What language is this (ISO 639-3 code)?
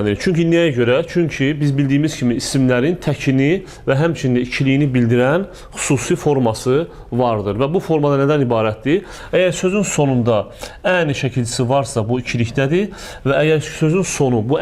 aze